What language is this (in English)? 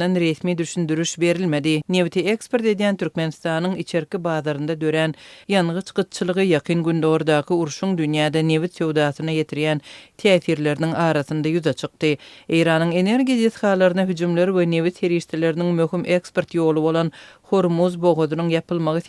Turkmen